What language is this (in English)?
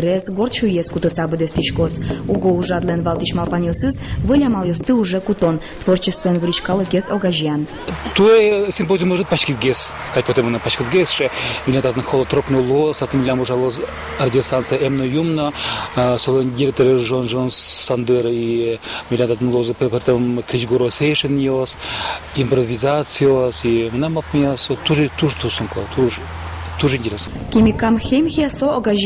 Udmurt